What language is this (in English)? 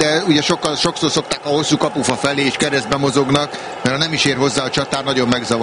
Hungarian